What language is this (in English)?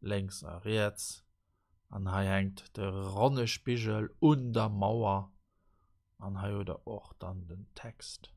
Luxembourgish